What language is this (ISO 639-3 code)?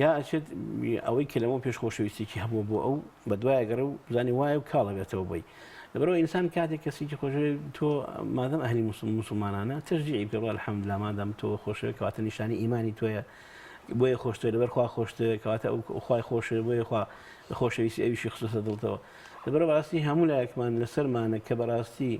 ckb